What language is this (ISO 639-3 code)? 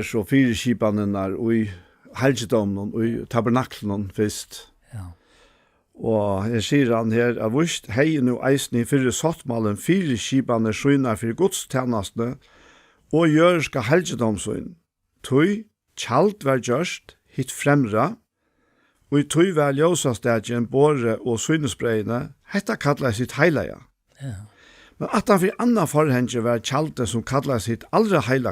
fao